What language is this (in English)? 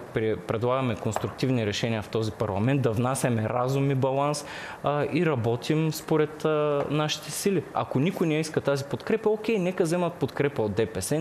Bulgarian